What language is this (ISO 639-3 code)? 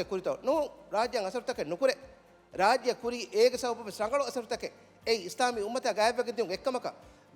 div